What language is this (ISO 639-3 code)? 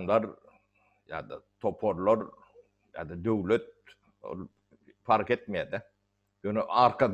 tuk